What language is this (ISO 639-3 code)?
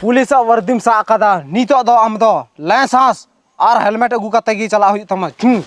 sat